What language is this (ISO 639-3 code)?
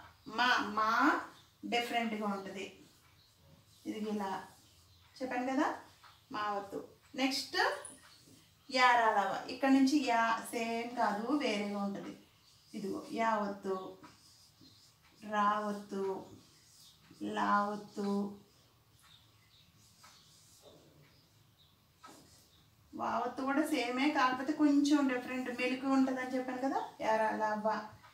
tel